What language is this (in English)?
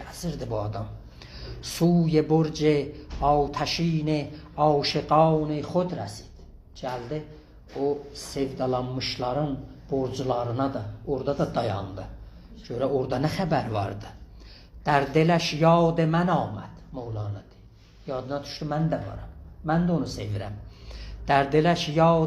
South Azerbaijani